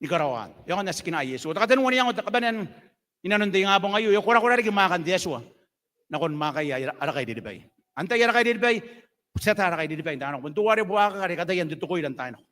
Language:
Gilbertese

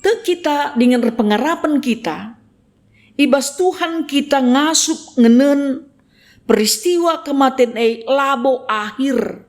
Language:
Batak Karo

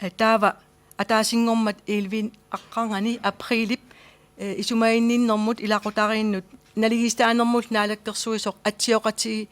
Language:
Kalaallisut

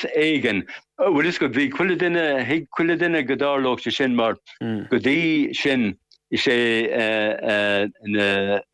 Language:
Irish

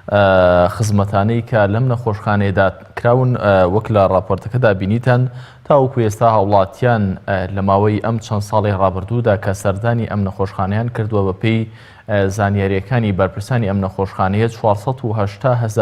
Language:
Central Kurdish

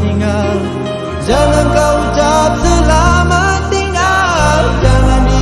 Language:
Malay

